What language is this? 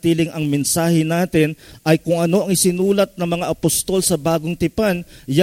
Filipino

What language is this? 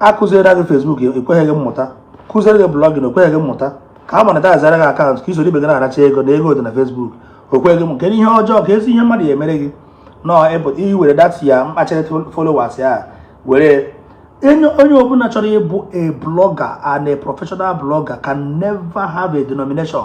Igbo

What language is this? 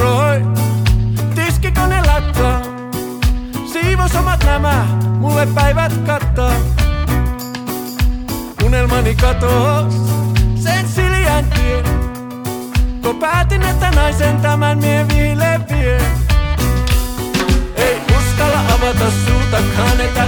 Finnish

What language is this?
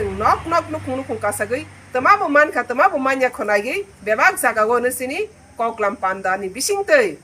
Riang (India)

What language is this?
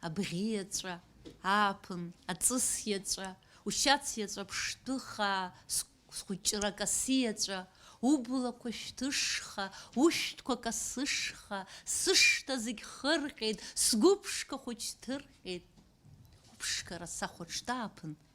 Abkhazian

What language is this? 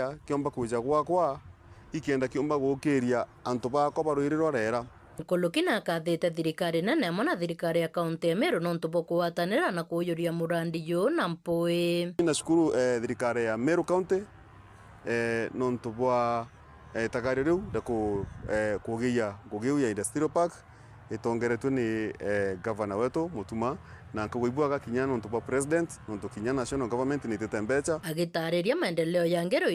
Meru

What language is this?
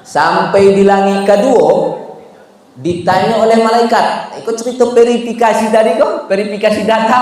Minangkabau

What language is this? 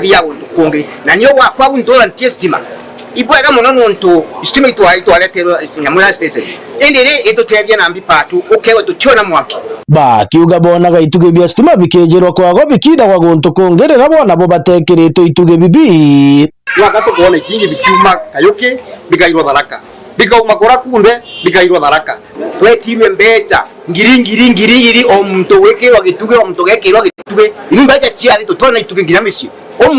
Meru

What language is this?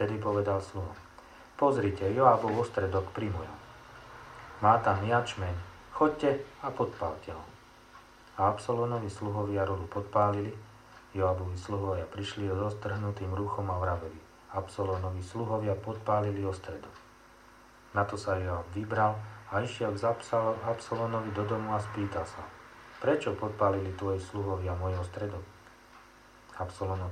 Slovak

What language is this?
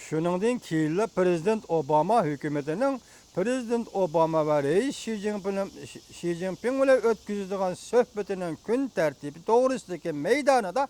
Uyghur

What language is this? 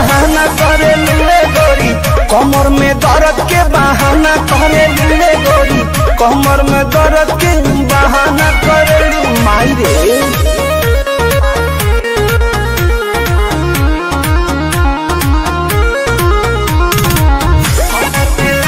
Bhojpuri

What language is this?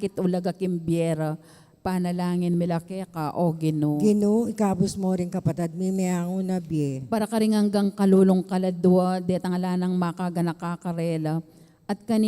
Pampanga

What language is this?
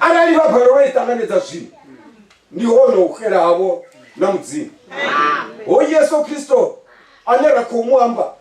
Venda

